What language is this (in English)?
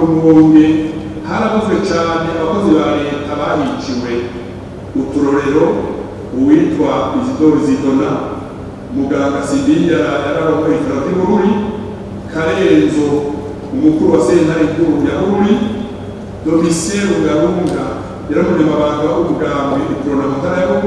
Rundi